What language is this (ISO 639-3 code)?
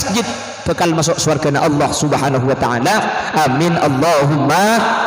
mad